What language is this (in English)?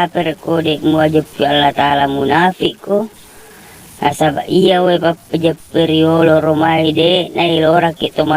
Buginese